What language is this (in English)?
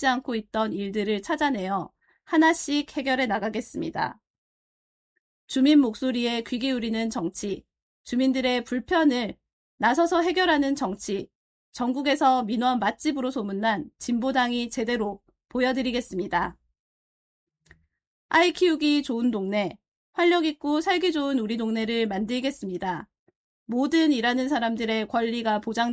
Korean